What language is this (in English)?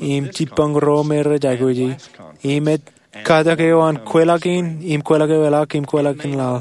Marshallese